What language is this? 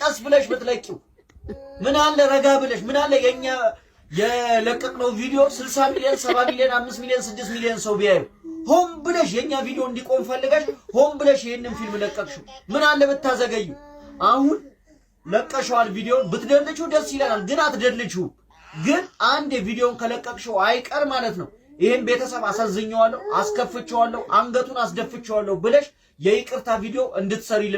Amharic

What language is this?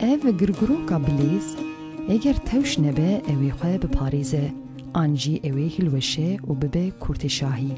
Kurdish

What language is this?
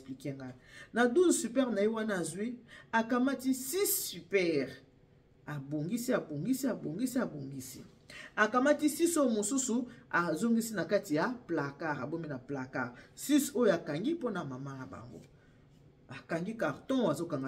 Lingala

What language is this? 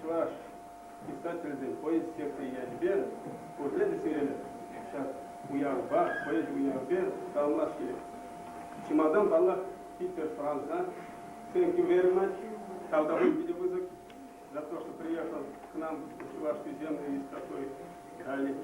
Chuvash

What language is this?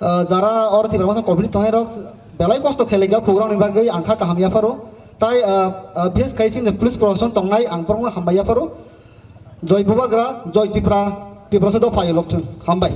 Kok Borok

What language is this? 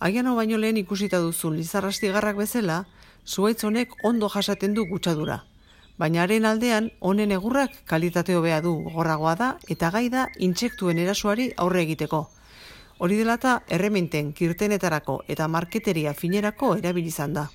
Basque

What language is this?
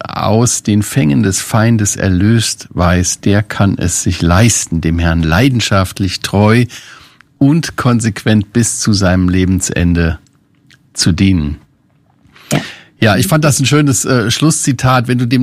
German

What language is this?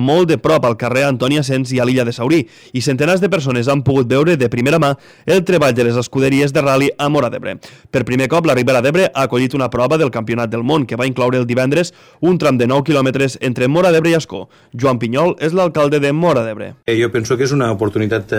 Catalan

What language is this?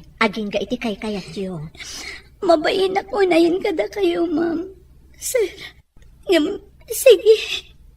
Iloko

